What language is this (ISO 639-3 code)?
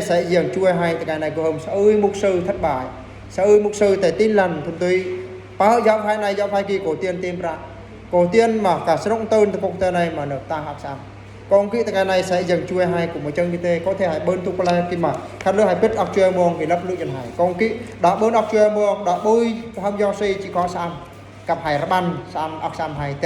bru